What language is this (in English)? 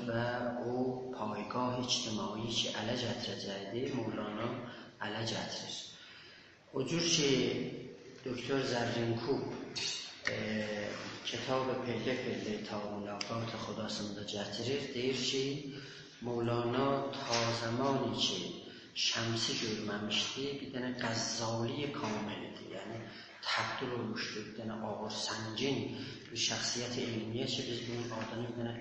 South Azerbaijani